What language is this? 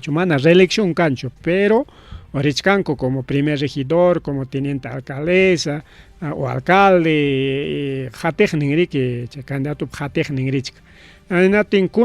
Ayacucho Quechua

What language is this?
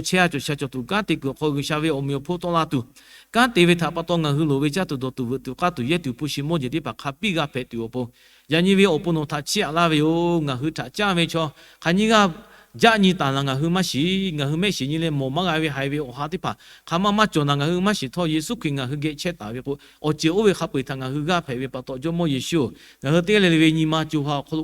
Lahu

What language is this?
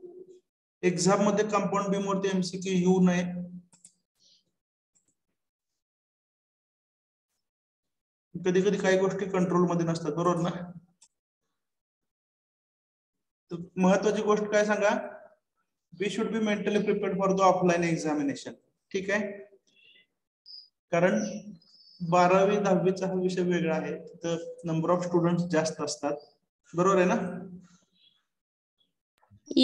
Marathi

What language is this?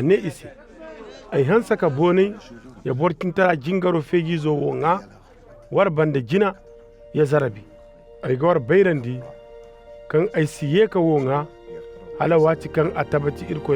Koyraboro Senni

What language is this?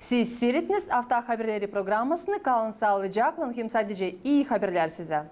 Gagauz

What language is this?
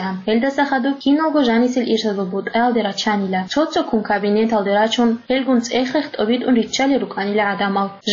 Avaric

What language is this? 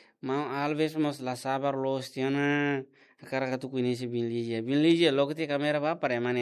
Tetum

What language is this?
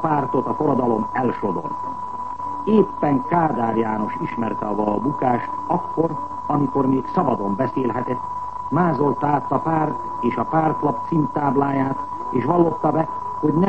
Hungarian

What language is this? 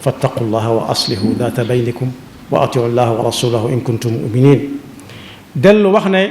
Wolof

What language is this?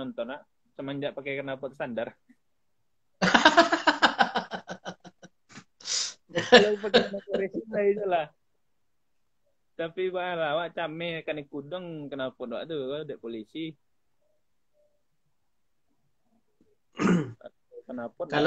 Indonesian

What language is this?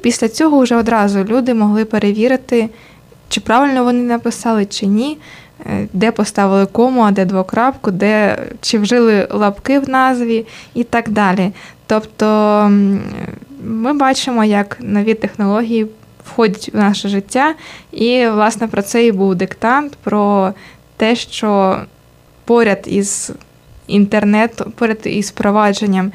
Ukrainian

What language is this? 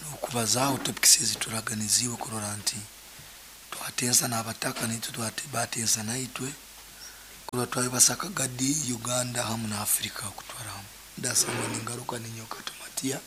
Nyankole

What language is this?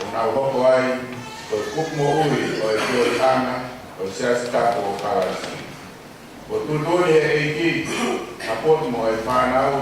Tongan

